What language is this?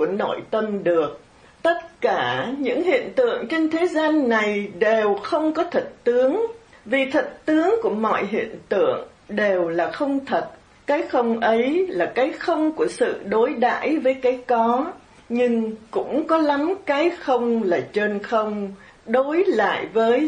Vietnamese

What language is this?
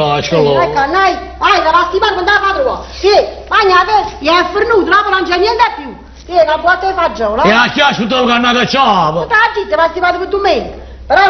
Neapolitan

